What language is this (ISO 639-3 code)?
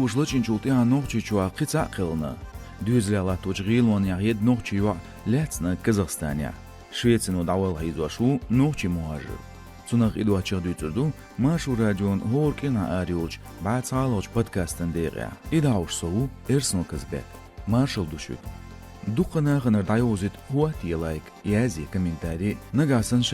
che